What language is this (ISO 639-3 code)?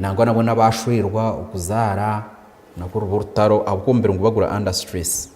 nyn